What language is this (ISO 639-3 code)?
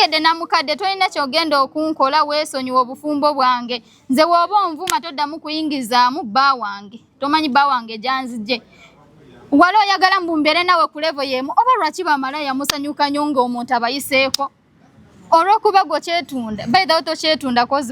lug